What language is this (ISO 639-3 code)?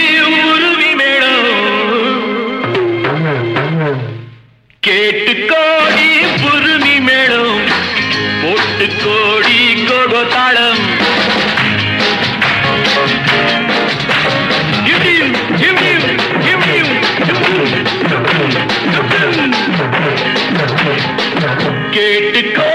tam